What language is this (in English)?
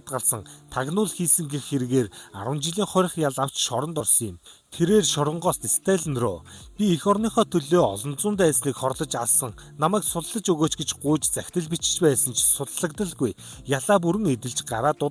Mongolian